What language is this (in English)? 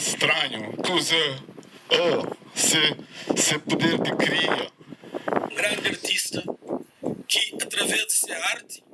Kabuverdianu